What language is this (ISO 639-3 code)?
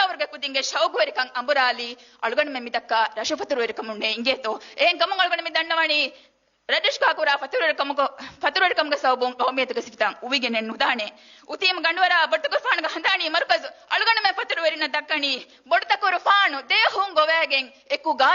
div